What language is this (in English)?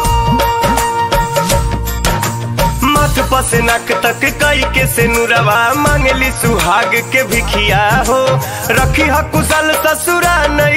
Bhojpuri